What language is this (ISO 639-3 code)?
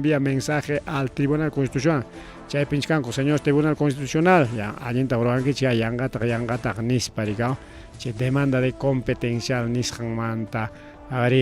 quy